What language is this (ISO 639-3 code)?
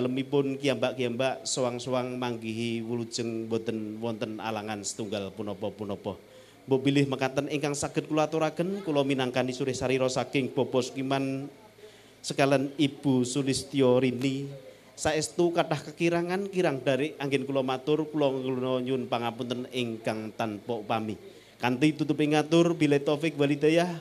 jav